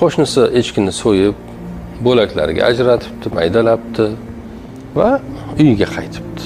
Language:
Uzbek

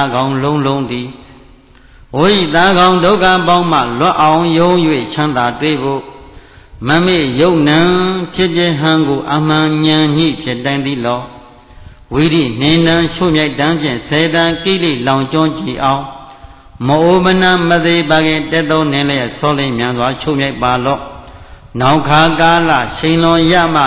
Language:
Burmese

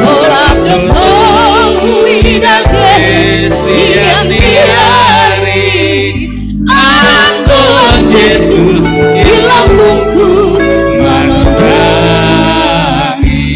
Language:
Batak Simalungun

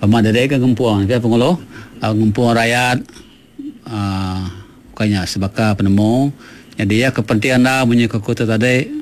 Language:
Iban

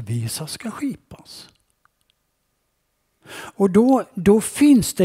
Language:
Swedish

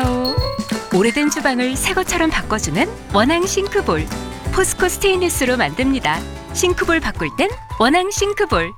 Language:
Korean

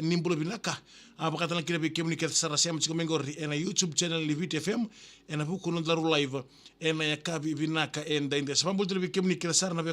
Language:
Fijian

